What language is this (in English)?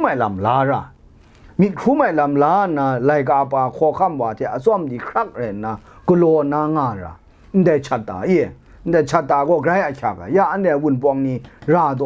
Kachin